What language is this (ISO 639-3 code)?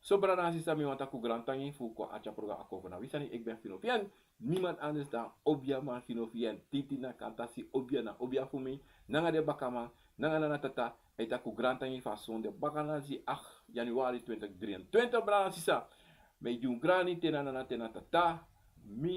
srn